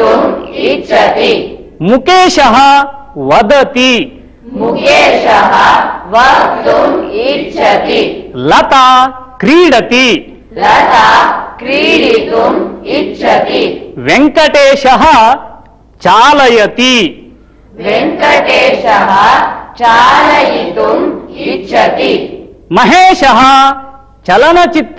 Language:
Sanskrit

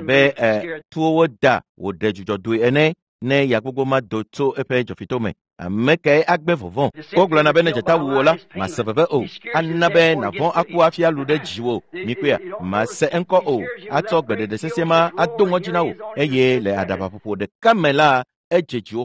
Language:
Ewe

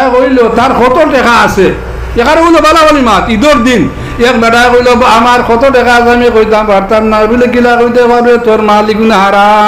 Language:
Sylheti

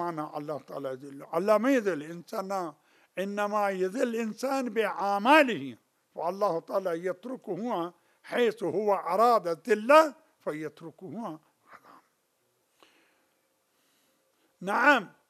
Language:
Arabic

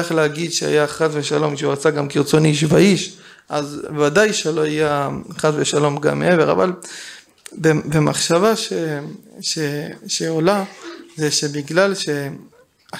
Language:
Hebrew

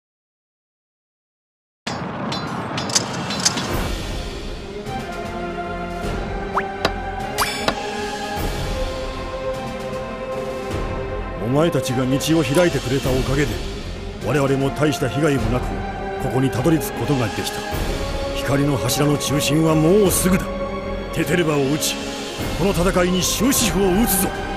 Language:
Japanese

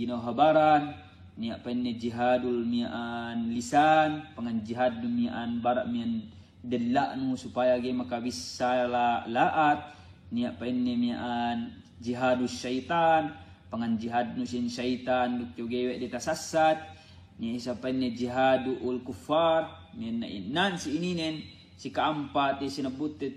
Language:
Yakan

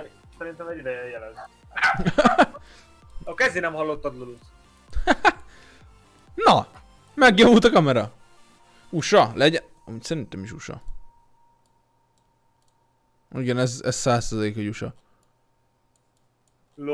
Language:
Hungarian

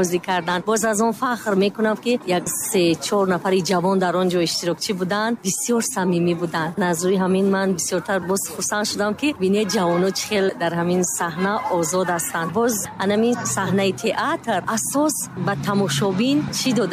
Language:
Tajik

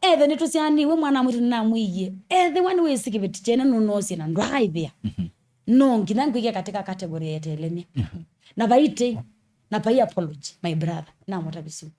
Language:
Kamba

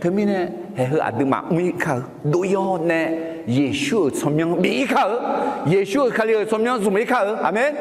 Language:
Akha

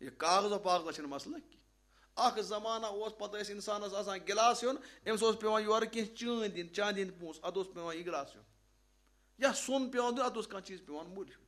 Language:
Kashmiri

